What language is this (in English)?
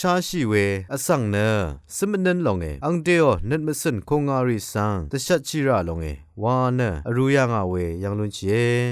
Rawang